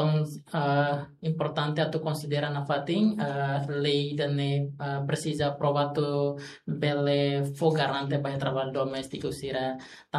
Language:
Tetum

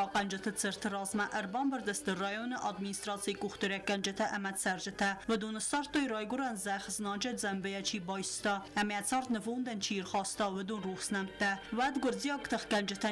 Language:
Ossetic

